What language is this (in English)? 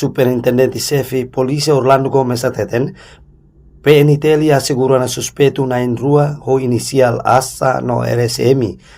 Tetum